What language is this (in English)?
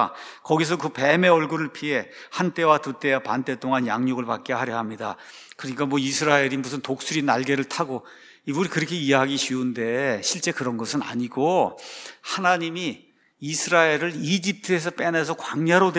Korean